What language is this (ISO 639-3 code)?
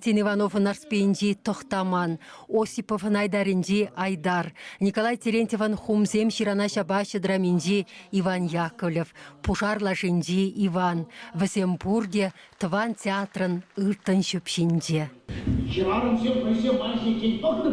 chv